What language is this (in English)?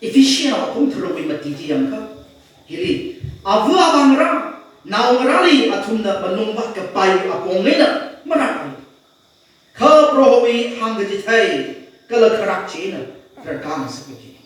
Tangkhul Naga (India)